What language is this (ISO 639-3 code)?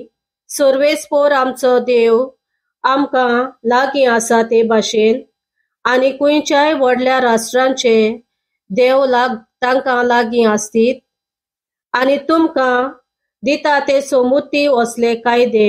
kok